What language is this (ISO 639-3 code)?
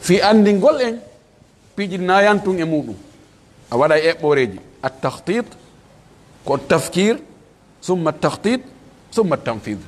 ful